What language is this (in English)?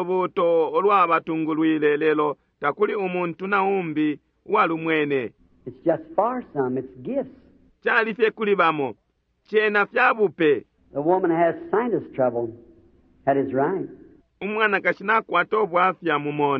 Bemba